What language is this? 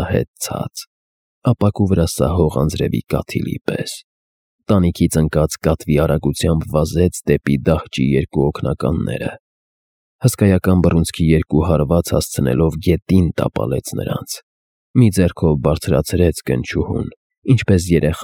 Armenian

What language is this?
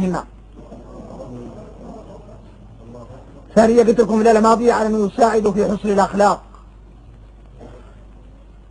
Arabic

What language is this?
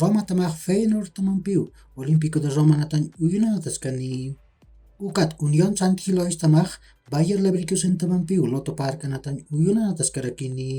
Aymara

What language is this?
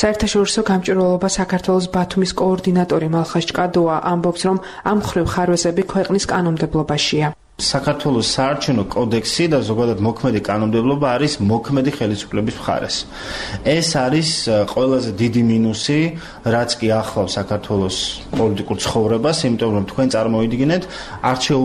Georgian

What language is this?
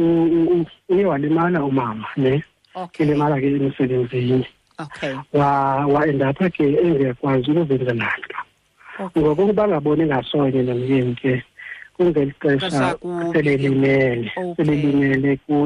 Xhosa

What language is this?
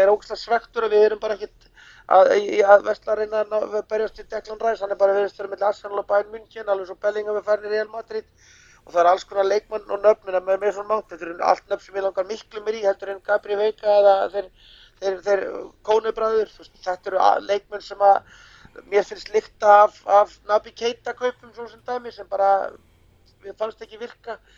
Icelandic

